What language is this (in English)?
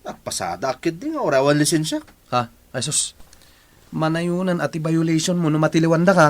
Iloko